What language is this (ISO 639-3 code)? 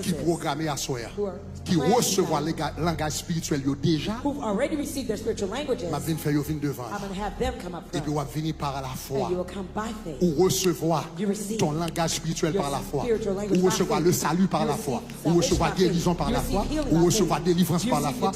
hat